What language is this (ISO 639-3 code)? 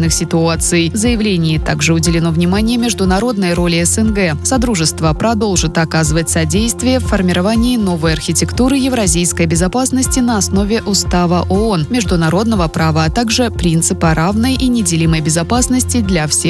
rus